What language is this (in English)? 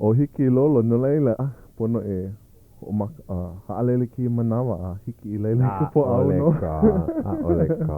Hawaiian